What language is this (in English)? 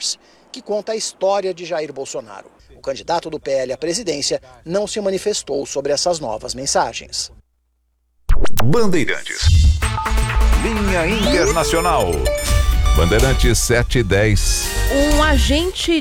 Portuguese